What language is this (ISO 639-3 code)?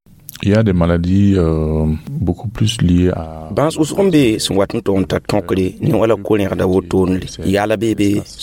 mos